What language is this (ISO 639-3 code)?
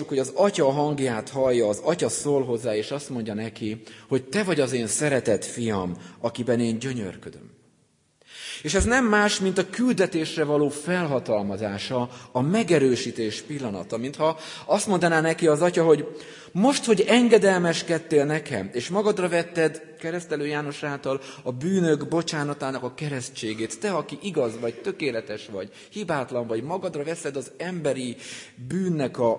hun